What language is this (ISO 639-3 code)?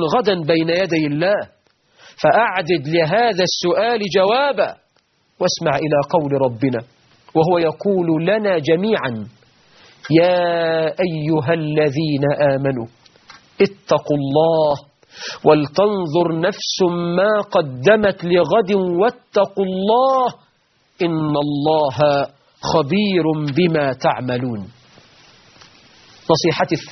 ara